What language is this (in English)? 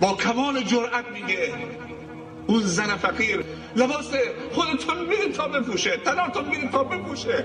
Persian